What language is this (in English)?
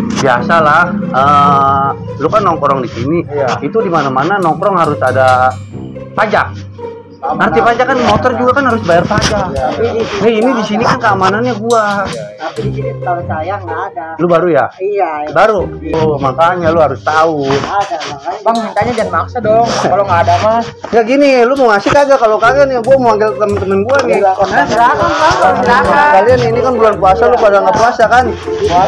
Betawi